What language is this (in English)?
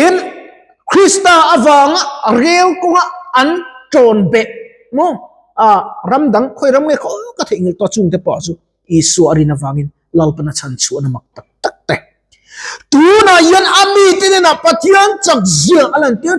Mizo